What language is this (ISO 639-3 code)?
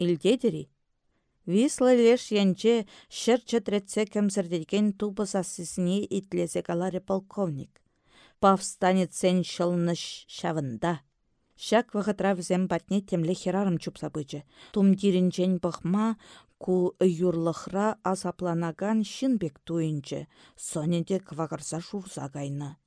chv